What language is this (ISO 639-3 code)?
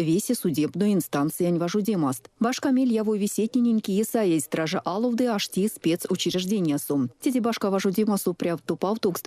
myv